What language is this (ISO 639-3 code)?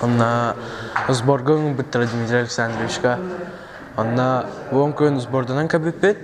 sah